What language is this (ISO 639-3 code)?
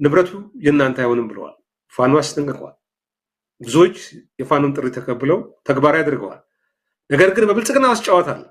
amh